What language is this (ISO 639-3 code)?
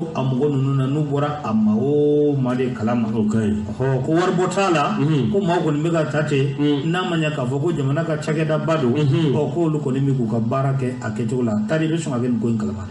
bam